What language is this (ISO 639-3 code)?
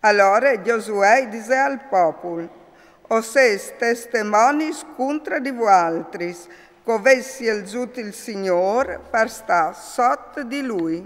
fur